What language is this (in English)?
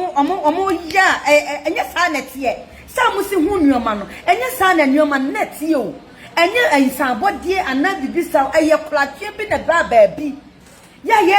Akan